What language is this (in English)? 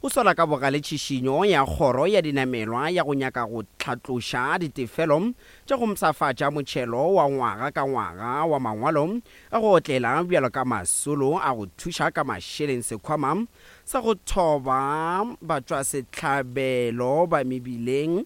Northern Sotho